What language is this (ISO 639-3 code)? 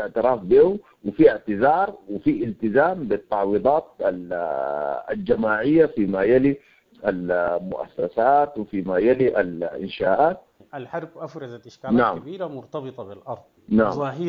apd